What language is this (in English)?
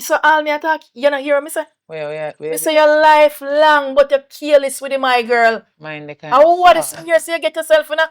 Jamaican Creole English